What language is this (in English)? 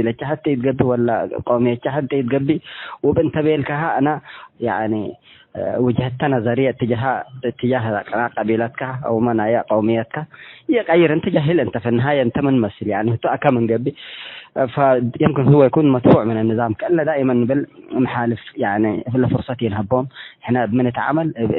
Tigre